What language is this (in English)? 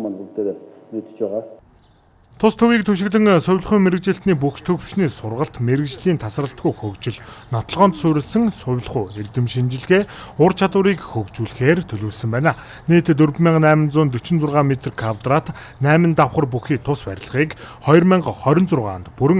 Mongolian